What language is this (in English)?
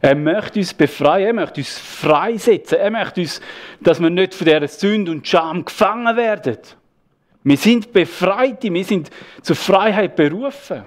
Swiss German